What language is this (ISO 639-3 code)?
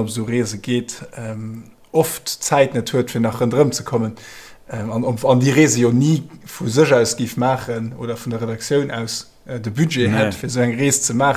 ltz